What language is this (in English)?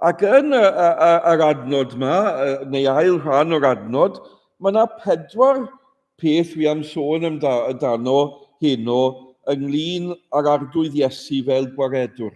Welsh